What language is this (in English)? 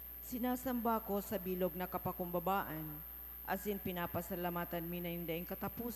Bikol